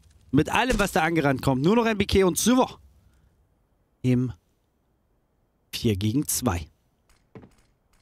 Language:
German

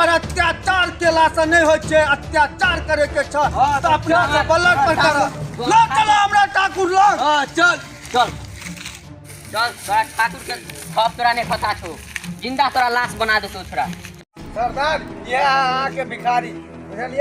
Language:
Maithili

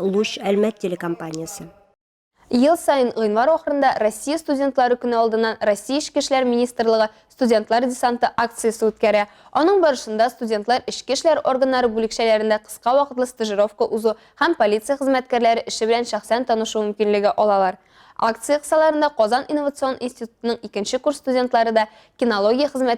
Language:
Tatar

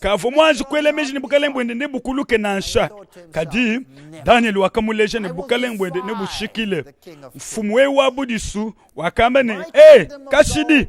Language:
Luba-Lulua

